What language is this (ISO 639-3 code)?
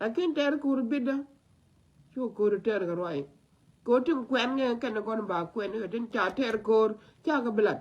nus